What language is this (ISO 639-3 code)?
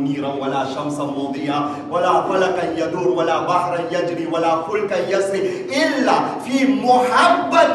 guj